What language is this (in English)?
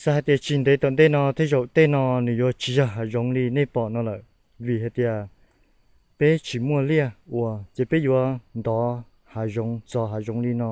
Hmong